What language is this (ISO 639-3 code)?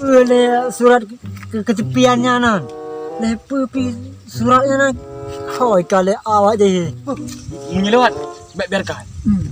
ace